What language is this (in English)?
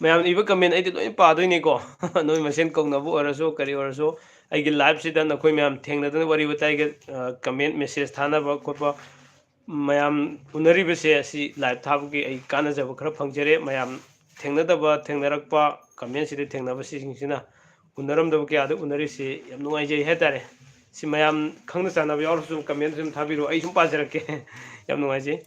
Manipuri